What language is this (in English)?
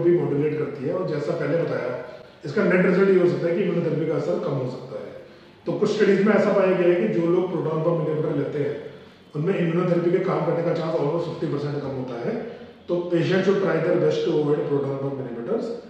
Hindi